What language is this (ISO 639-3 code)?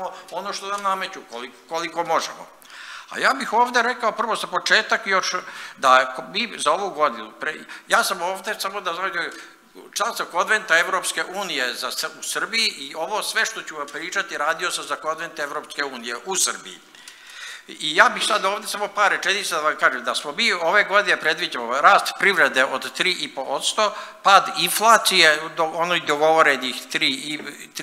srp